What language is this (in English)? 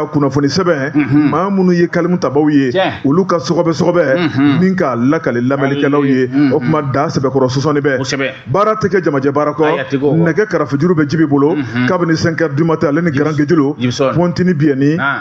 Bambara